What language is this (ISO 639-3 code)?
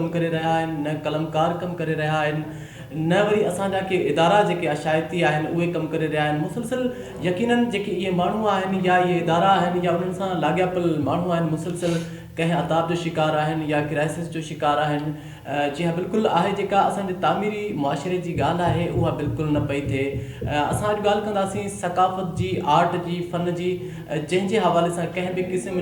snd